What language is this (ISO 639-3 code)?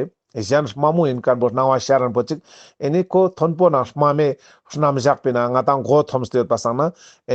lbj